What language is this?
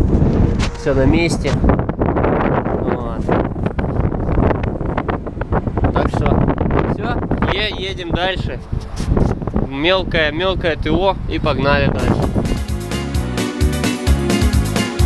Russian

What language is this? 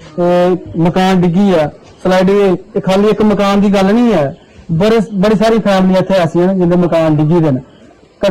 Dogri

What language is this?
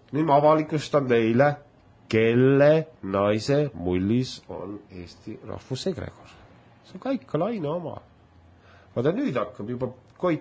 Estonian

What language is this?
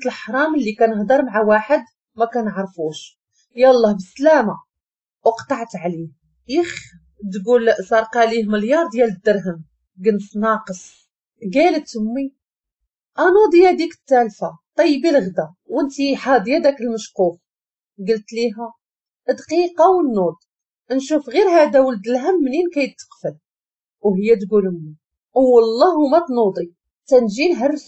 Moroccan Arabic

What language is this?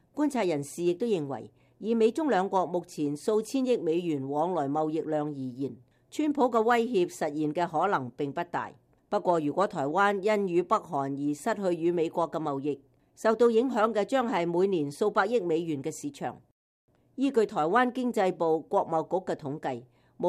Cantonese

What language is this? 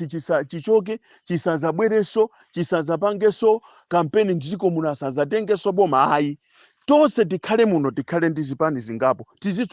Nyanja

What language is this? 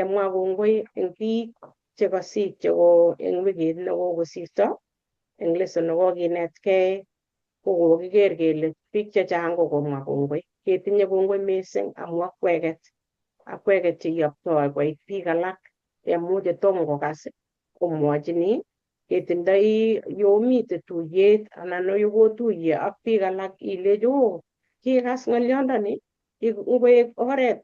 Kalenjin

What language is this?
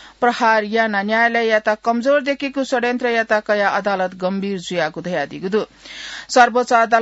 Newari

